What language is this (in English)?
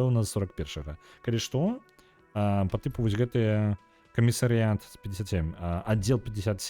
Belarusian